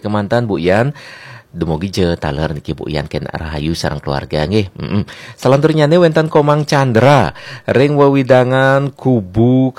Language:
Balinese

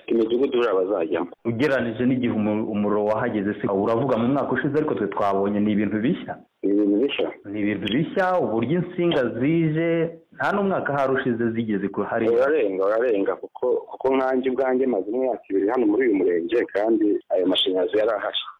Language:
Kinyarwanda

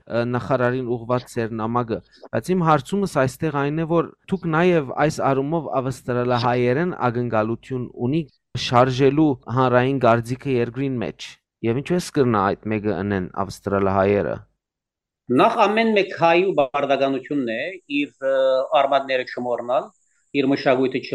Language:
Western Armenian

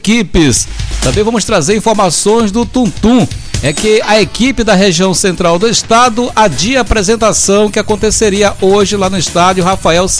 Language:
Portuguese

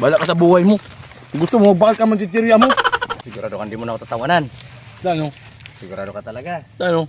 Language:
Bikol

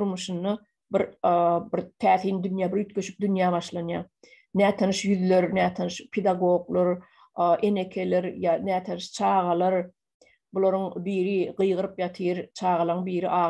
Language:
Turkmen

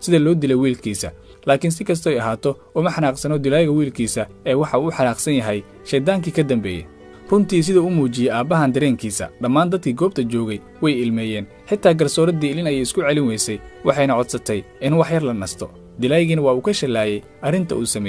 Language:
Somali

